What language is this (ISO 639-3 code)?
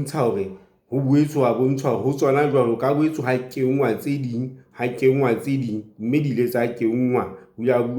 sot